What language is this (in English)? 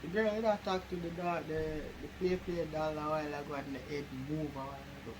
Jamaican Creole English